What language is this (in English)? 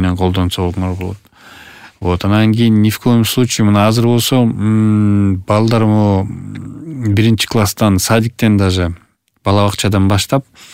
Kyrgyz